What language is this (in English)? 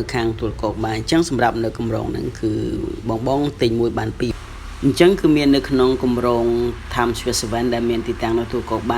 Khmer